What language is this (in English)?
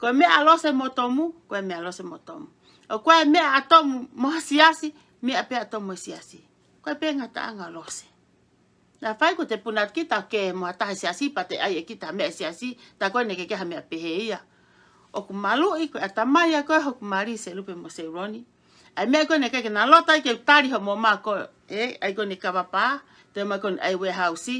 Tongan